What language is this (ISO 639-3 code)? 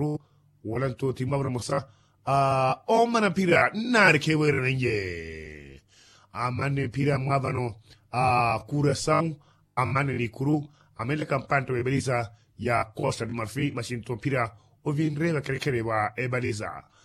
vmw